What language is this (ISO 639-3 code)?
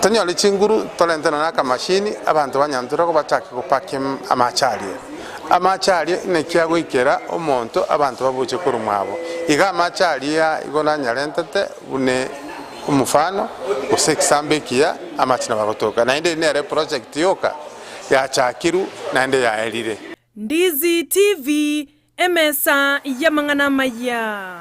guz